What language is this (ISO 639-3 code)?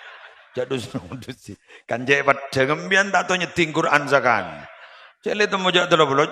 mad